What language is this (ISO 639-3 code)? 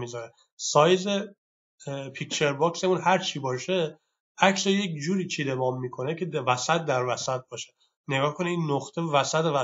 fas